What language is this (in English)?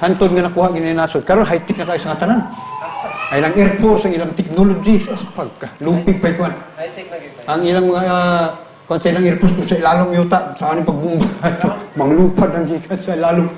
Cebuano